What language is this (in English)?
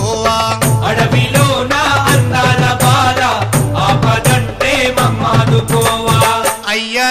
Telugu